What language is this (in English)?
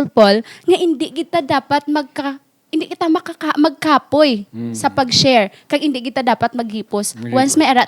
Hiligaynon